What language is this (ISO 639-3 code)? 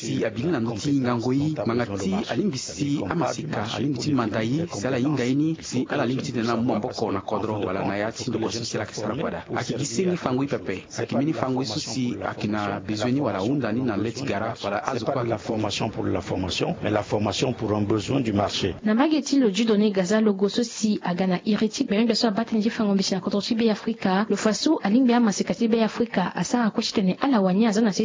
sag